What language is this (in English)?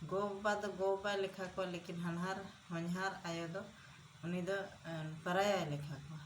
Santali